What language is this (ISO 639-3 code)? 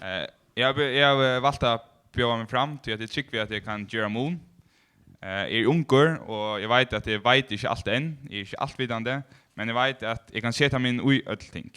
fao